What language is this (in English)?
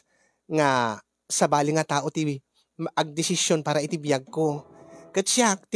Iloko